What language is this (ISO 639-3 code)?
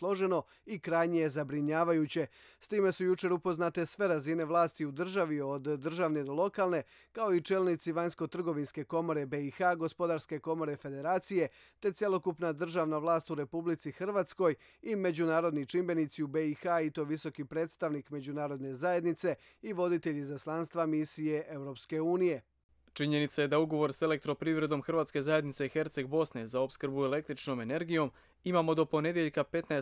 bos